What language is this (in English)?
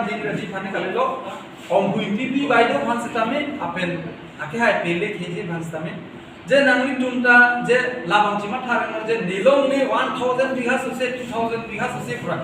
Karbi